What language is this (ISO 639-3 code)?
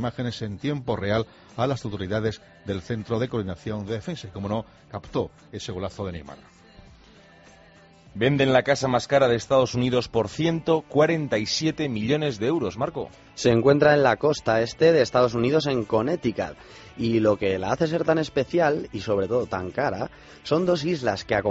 spa